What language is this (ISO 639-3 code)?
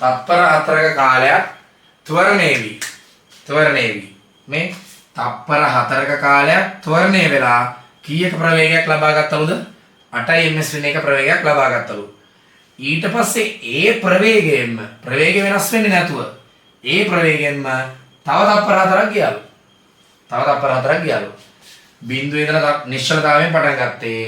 sin